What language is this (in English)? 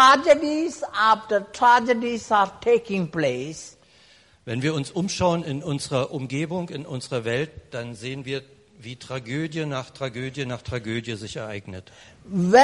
German